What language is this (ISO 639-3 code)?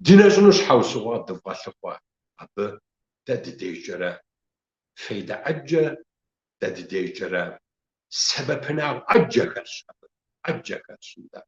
kbd